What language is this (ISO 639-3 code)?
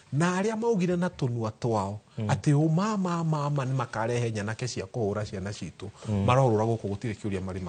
kik